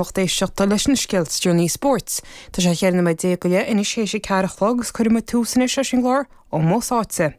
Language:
Irish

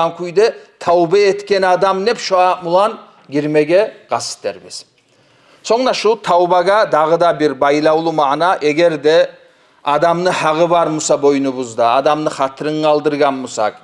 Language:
Kumyk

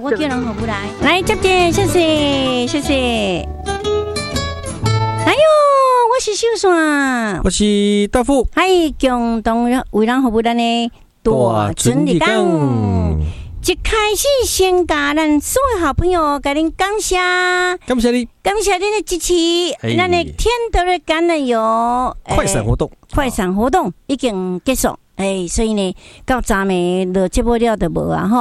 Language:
Min Nan Chinese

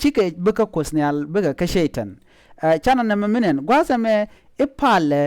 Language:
Nuer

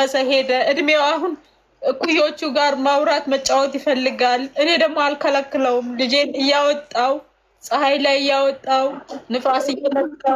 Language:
Amharic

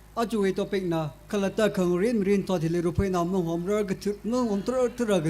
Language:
Tangkhul Naga (India)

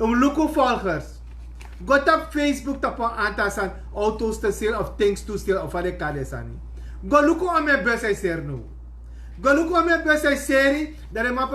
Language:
Sranan Tongo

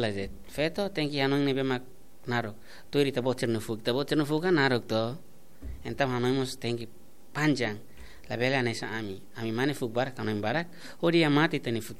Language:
Tetum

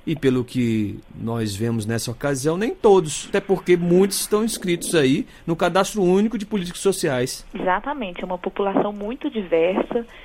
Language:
Portuguese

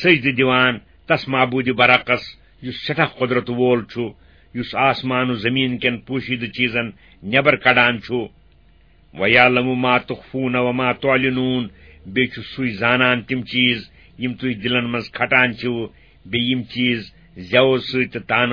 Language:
Kashmiri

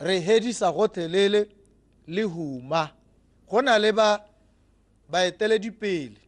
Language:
Tswana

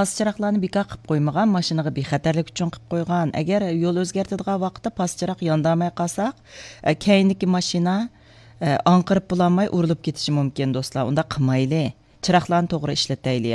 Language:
Uyghur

